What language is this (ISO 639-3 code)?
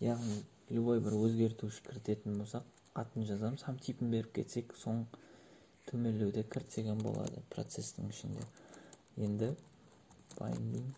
kaa